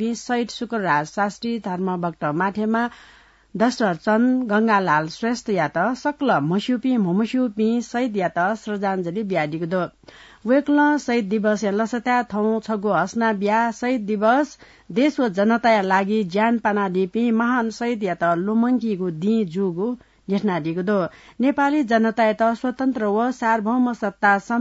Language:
Newari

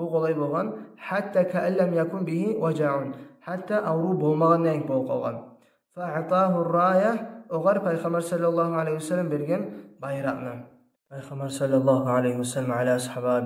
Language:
Kumyk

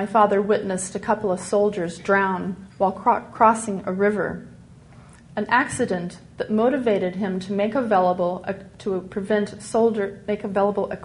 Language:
English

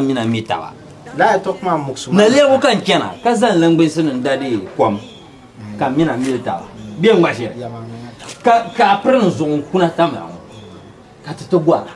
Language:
Dagbani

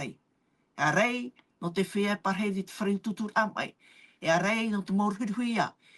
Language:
Tahitian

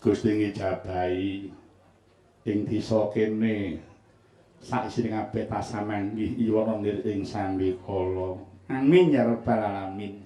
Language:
Javanese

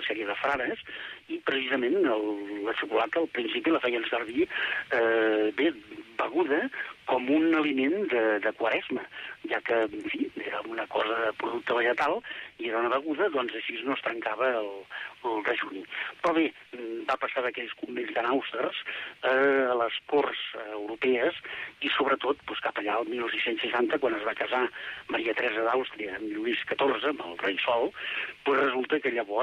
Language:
Catalan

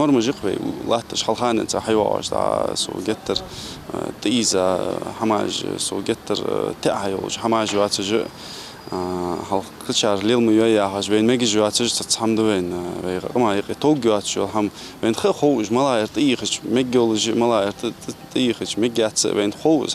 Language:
Ingush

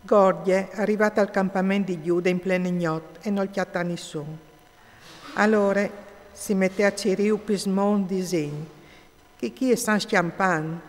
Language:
Friulian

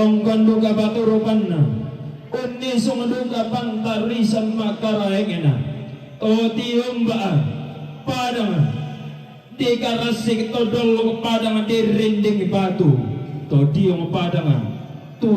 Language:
Toraja-Sa'dan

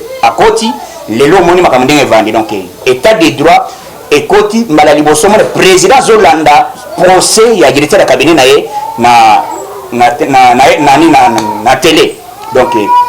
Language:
Lingala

